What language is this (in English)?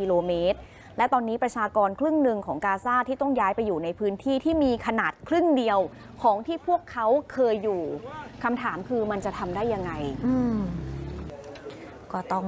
Thai